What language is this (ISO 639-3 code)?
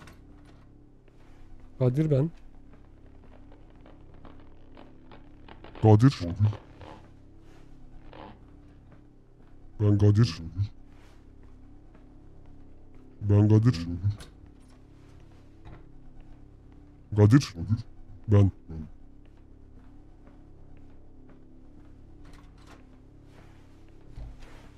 tur